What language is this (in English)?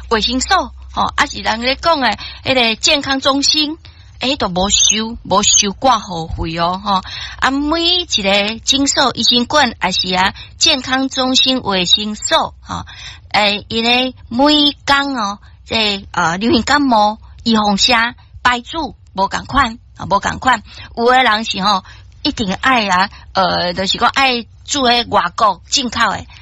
Min Nan Chinese